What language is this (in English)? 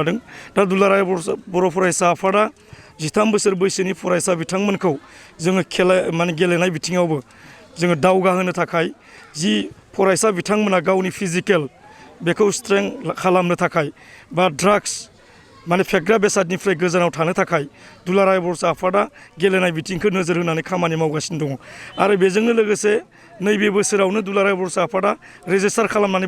Bodo